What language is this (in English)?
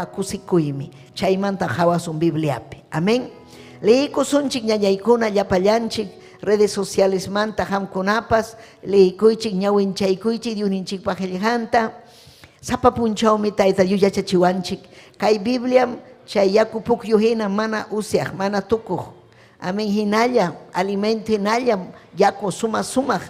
Ayacucho Quechua